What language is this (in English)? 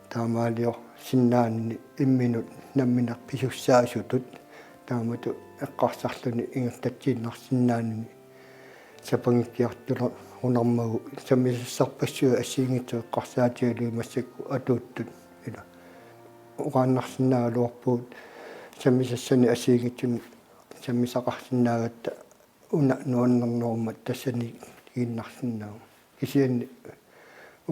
Kalaallisut